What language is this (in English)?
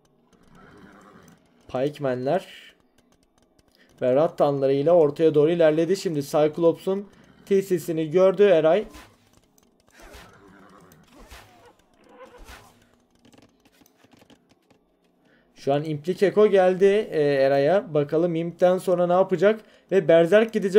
Turkish